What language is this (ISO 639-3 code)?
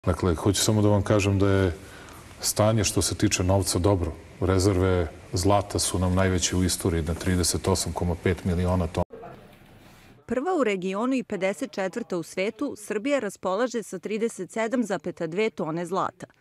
srp